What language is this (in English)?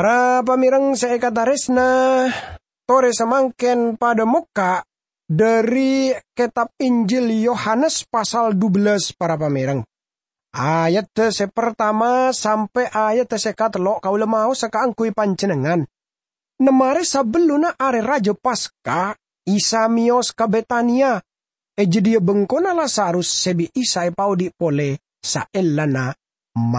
Madurese